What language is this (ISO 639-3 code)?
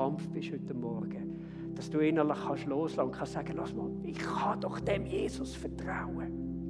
gsw